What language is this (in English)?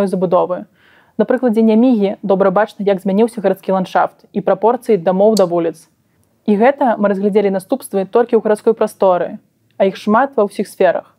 Belarusian